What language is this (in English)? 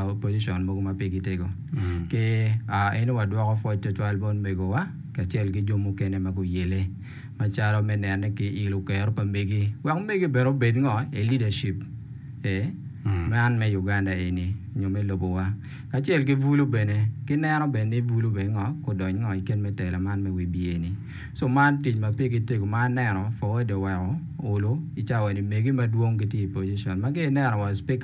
Acoli